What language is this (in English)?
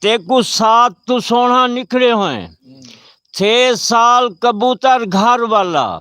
Saraiki